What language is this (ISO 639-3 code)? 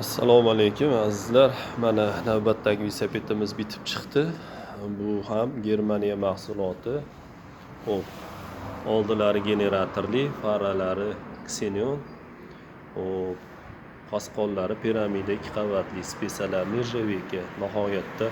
uzb